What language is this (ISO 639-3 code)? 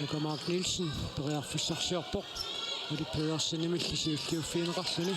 kal